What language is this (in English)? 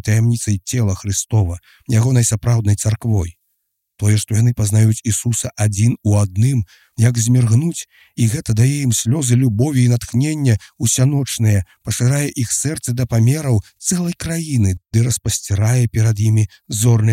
Belarusian